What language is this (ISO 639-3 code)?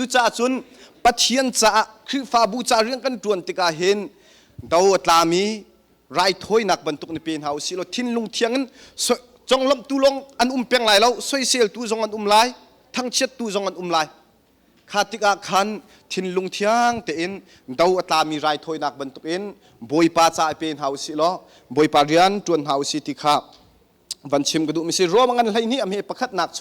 cnh